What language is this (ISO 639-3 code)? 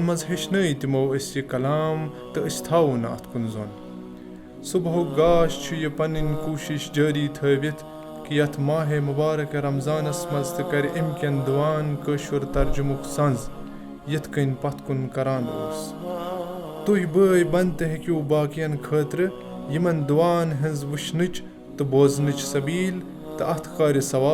kas